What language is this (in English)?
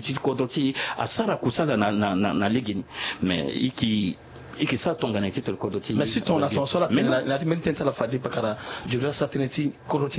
Sango